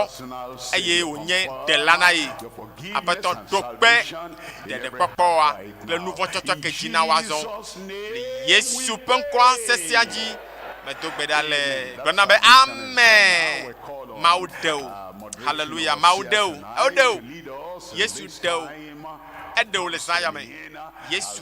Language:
Ewe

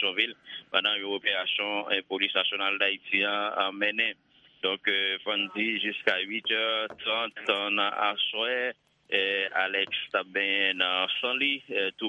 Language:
Haitian Creole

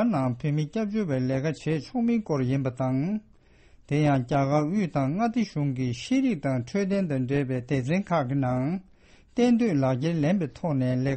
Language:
Tibetan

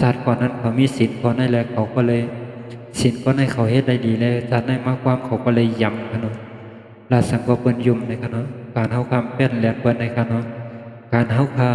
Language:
Shan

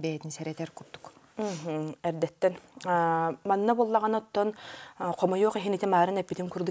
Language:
Yakut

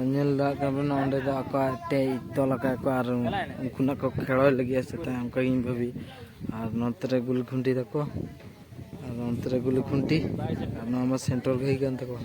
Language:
Santali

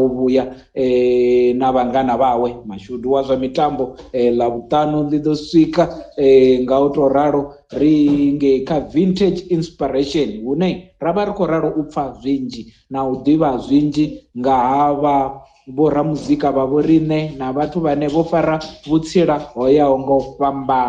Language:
Venda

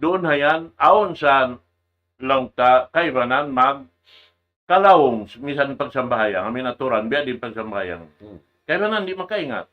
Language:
Tausug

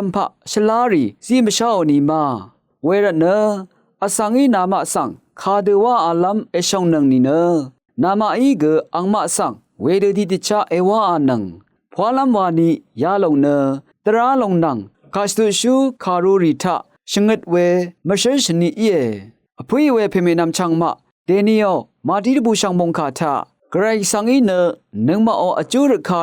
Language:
Rawang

